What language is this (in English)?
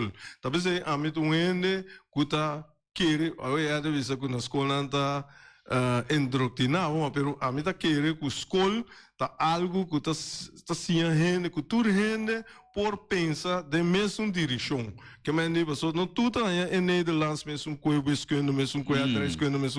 Papiamento